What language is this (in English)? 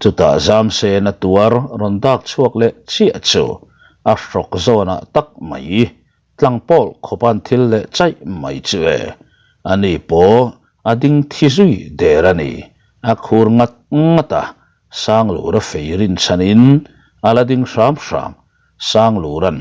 Mizo